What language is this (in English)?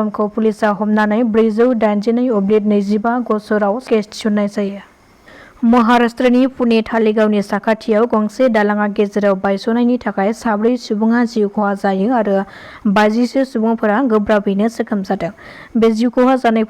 Bodo